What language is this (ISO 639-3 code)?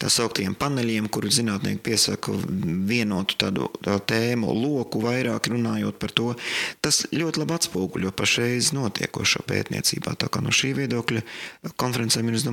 lav